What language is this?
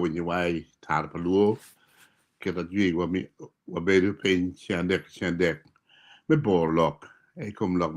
Acoli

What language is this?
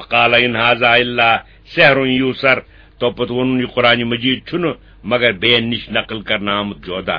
Kashmiri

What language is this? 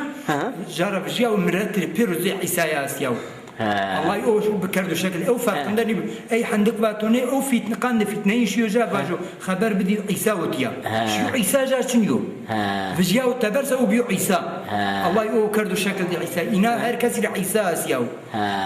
Zaza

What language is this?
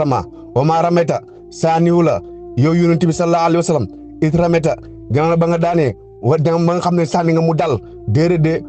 Wolof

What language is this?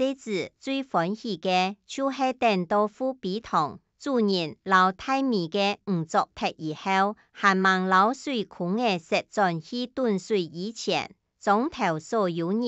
Hakka Chinese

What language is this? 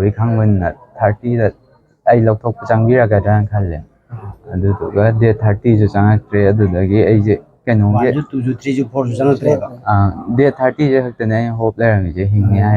Manipuri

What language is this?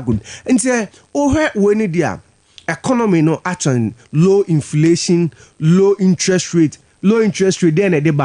Akan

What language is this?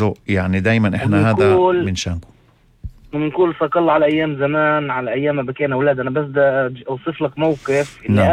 North Levantine Arabic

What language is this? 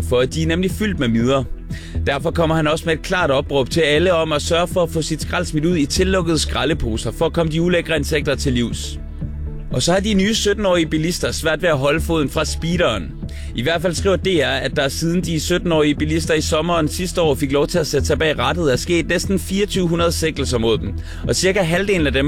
Danish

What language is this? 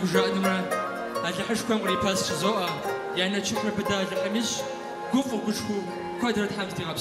Kabardian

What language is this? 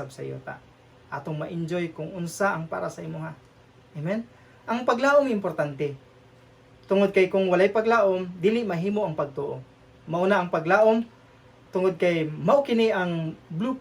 Cebuano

